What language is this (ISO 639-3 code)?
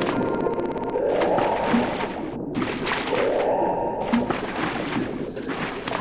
fin